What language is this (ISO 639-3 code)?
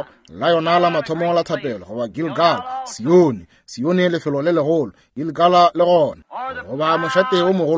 nso